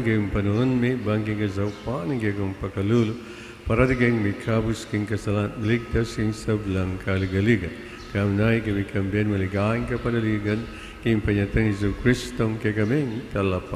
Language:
Pampanga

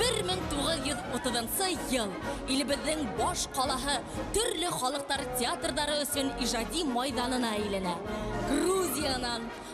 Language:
Bashkir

